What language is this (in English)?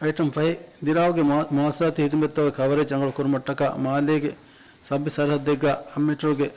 Divehi